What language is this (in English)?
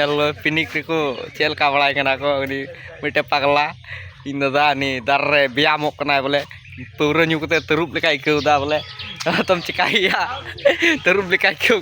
Santali